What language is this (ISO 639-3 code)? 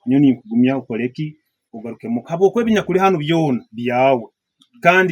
nyn